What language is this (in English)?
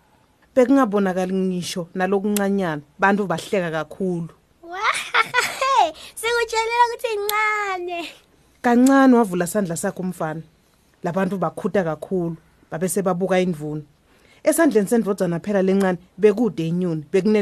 Swati